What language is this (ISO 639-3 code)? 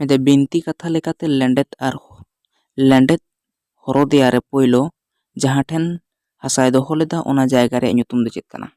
sat